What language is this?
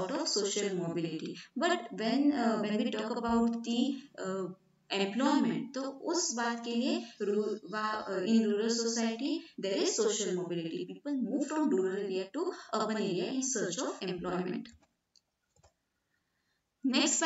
Hindi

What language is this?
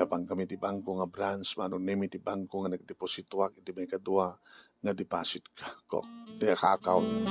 Iloko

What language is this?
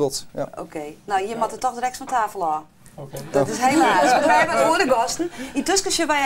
Western Frisian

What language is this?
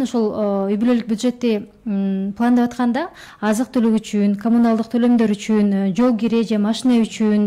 Kyrgyz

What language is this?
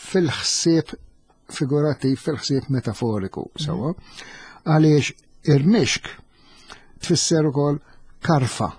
Maltese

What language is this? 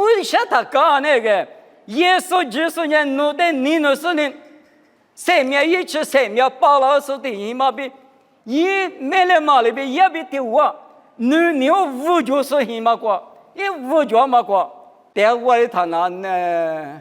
Lisu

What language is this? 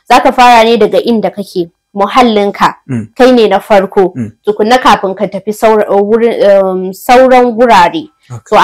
Hausa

